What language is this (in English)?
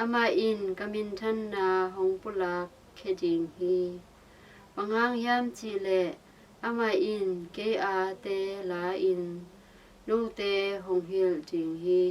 Tedim Chin